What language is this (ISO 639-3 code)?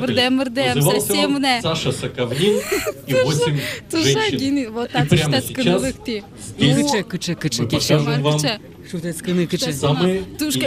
udm